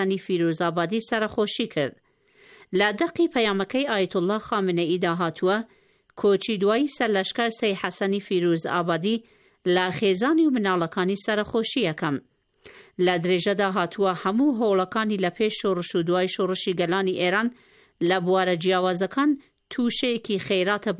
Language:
Central Kurdish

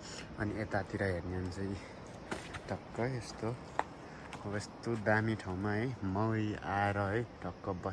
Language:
Nepali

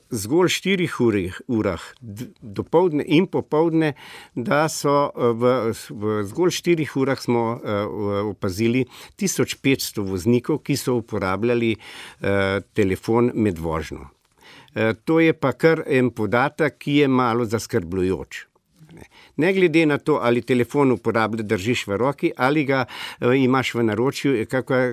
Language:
Slovenian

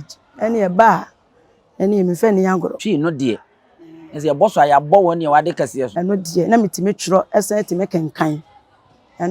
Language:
Akan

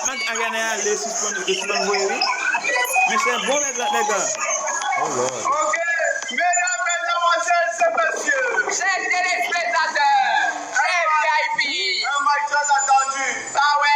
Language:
Haitian Creole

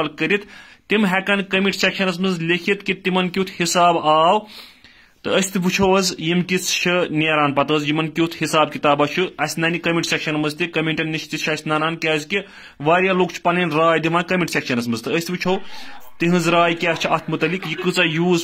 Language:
Kashmiri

